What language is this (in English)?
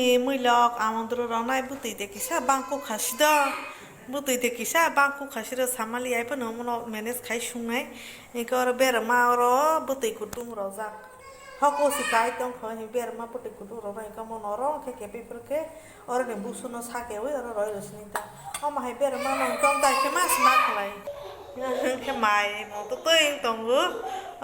Kok Borok